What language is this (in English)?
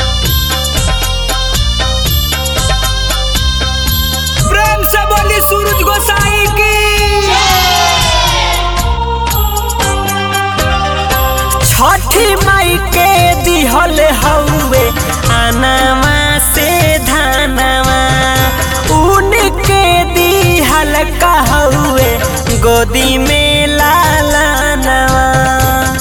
Bhojpuri